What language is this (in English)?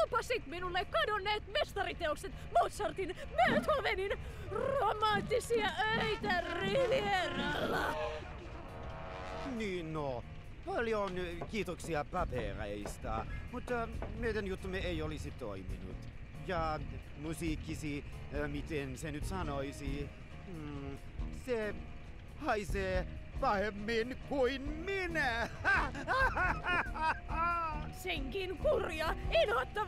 Finnish